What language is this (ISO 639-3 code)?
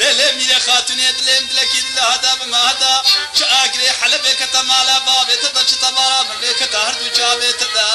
kur